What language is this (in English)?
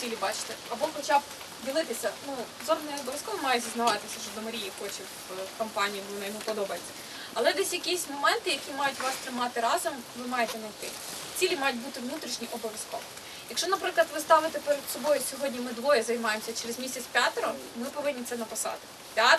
Ukrainian